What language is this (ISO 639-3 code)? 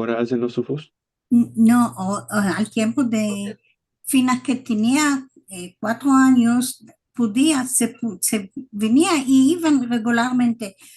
lad